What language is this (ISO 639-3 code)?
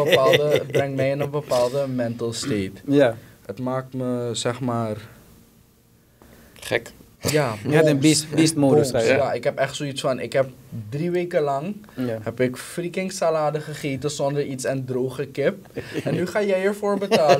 nld